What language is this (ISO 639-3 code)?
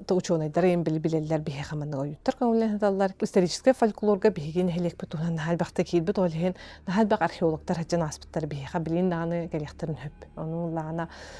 sah